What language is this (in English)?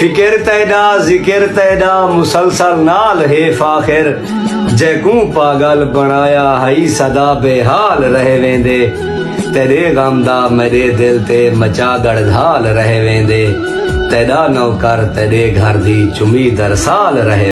Saraiki